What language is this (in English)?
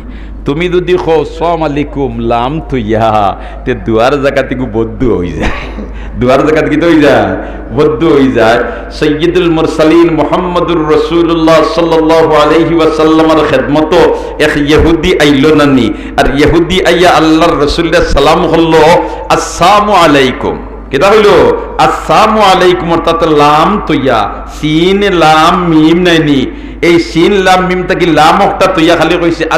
Sylheti